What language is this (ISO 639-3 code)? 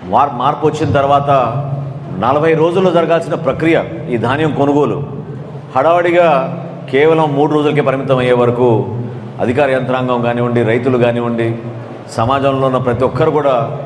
tel